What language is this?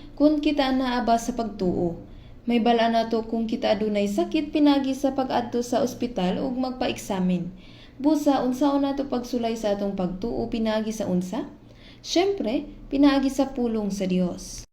Cebuano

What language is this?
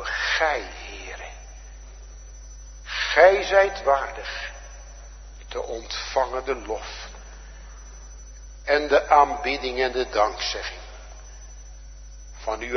Dutch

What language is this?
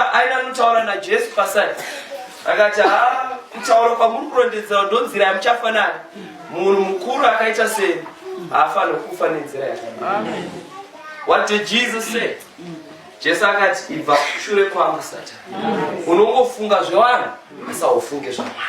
Shona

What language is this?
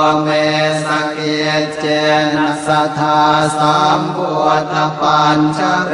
Pali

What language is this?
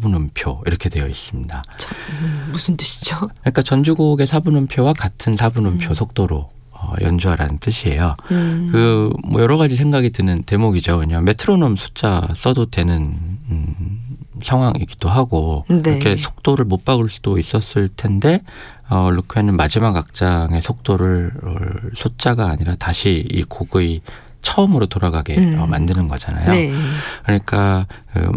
Korean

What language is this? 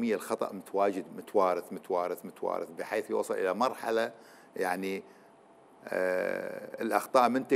Mesopotamian Arabic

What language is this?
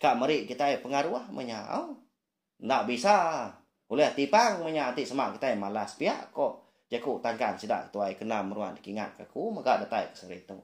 Iban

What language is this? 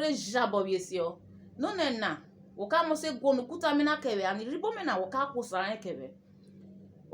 Urhobo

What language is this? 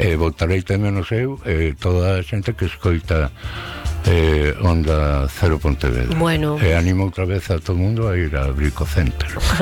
Galician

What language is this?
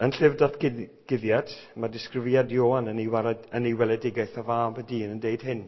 Welsh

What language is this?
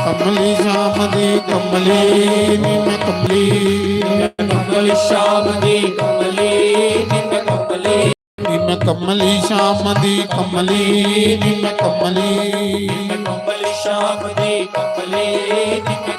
Dogri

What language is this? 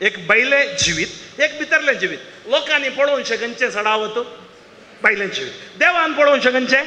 Konkani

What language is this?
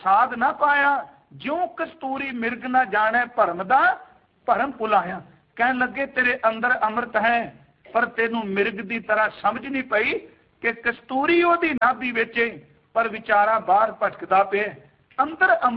Punjabi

